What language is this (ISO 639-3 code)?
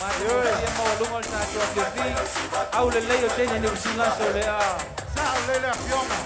smo